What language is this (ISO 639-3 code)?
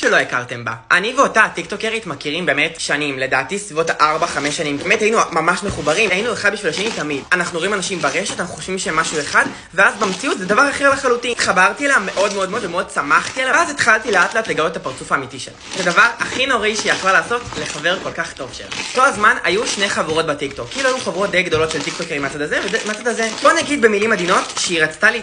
heb